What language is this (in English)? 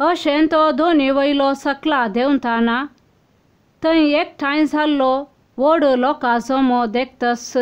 Konkani